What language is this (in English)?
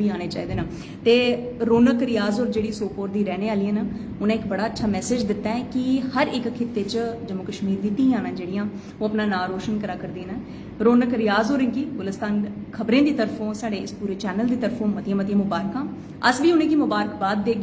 Dogri